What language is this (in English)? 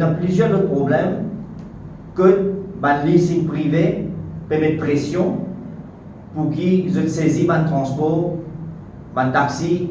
Morisyen